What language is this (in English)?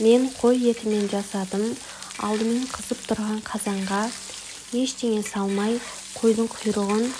Kazakh